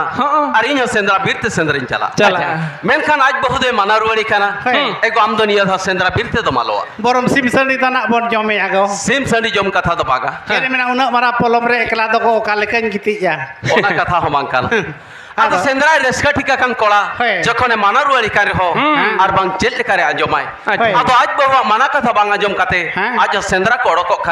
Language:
Santali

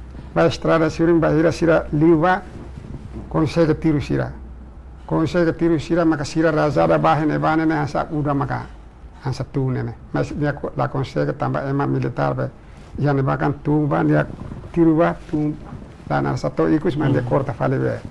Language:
Tetum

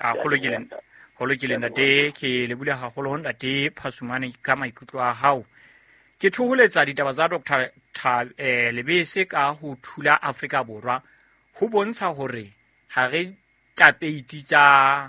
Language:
Southern Sotho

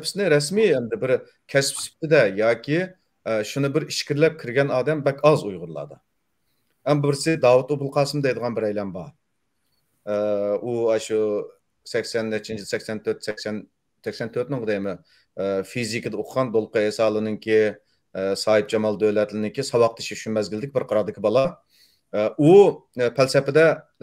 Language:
Uyghur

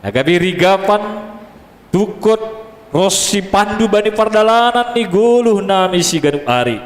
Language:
Batak Simalungun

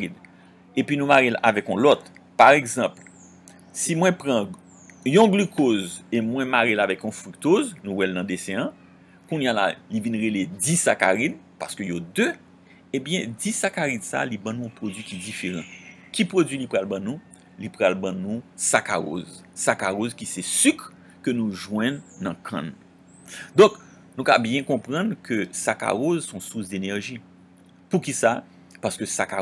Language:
Haitian Creole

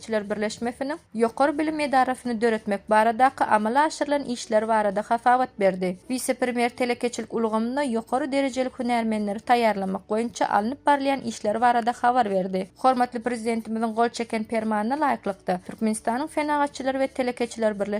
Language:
Turkmen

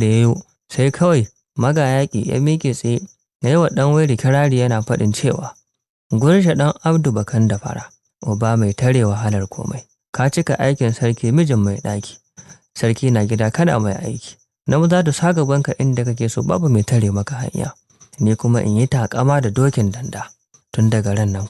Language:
Hausa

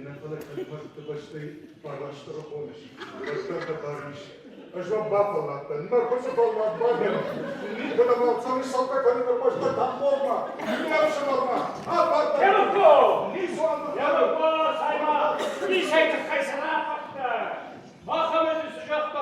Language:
Ossetic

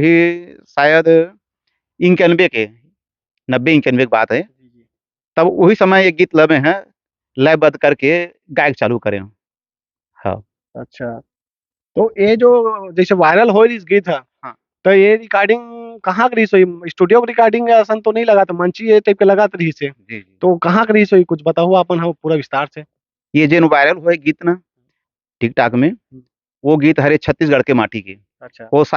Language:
Chhattisgarhi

